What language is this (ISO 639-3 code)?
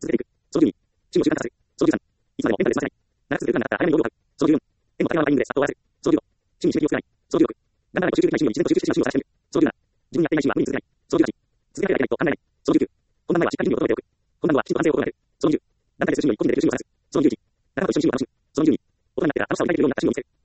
jpn